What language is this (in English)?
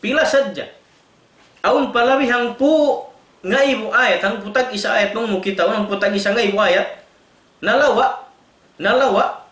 Tausug